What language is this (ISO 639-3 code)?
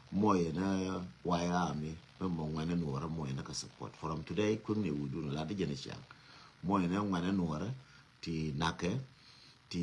nus